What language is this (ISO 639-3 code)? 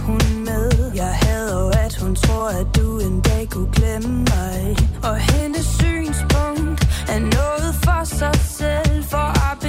dan